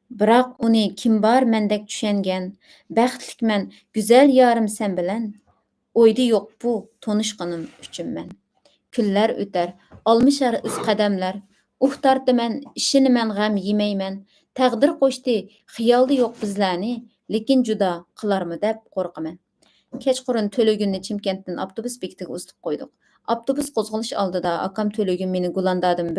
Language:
Uyghur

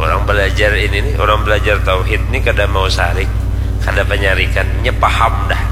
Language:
Banjar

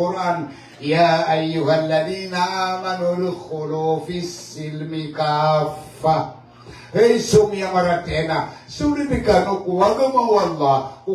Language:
Maranao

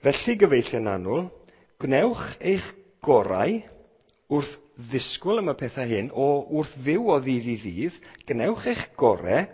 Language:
Welsh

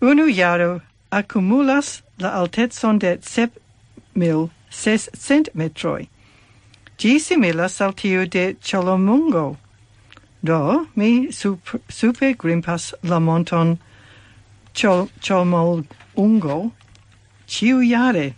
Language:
Esperanto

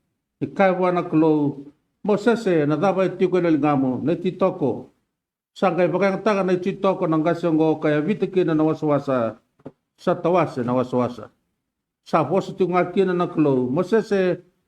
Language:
Fijian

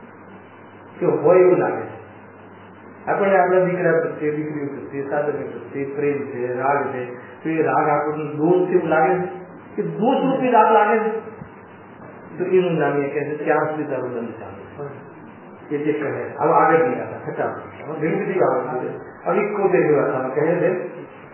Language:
Gujarati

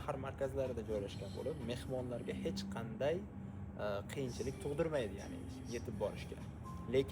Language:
Uzbek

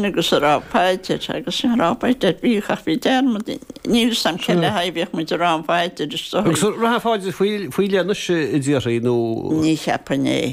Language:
Irish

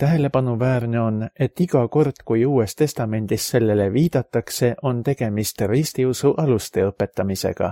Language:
Estonian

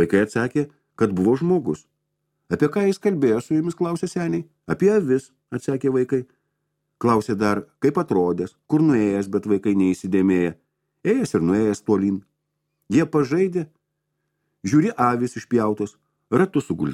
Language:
Lithuanian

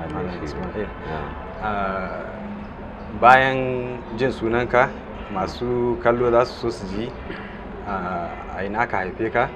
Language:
Hausa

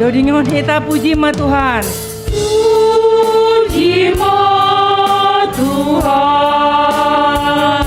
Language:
Batak Simalungun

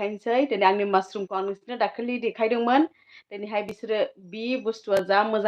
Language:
Bodo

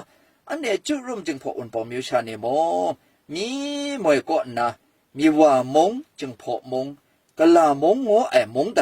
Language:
Kachin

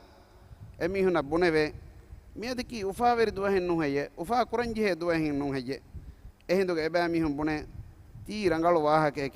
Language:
Divehi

